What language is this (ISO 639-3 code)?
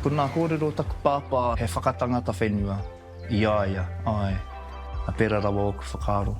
mri